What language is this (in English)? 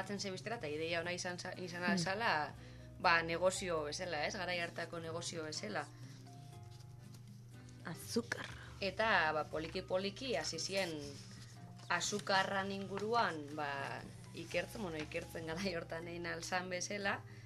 Basque